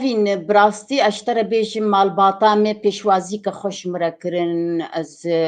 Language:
Kurdish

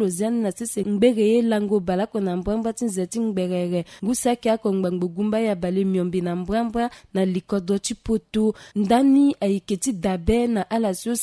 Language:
Sango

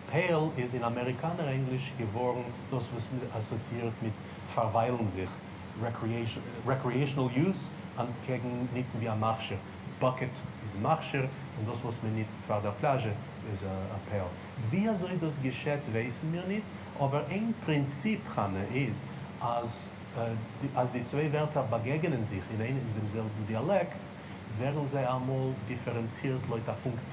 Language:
Yiddish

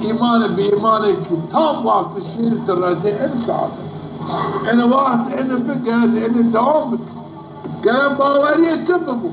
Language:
Zaza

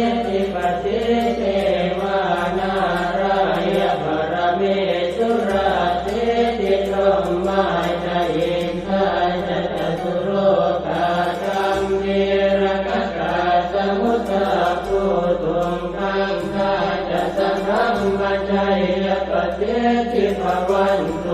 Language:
Pali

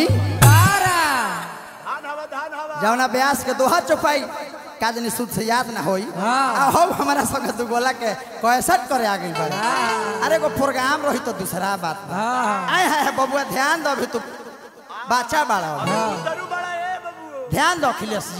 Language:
Bhojpuri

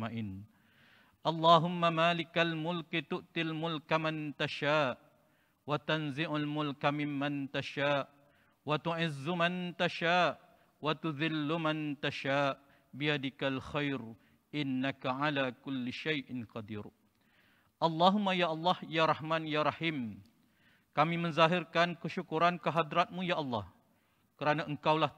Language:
Malay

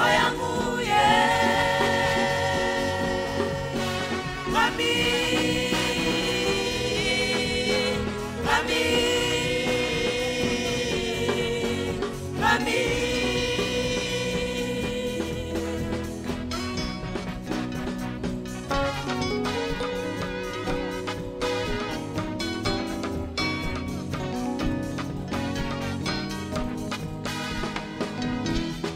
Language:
Kinyarwanda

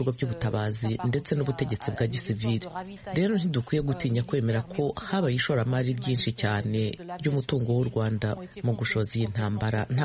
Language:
Kinyarwanda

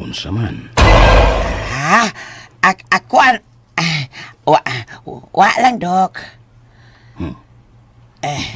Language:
Cebuano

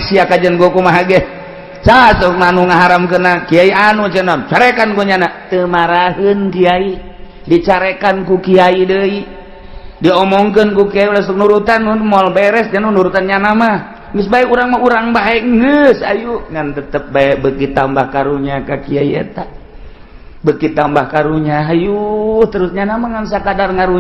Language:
Sundanese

